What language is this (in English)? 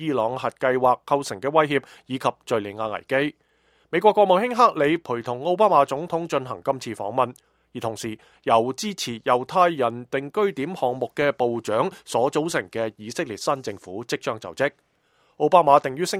Cantonese